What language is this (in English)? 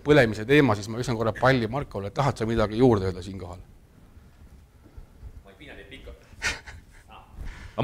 Estonian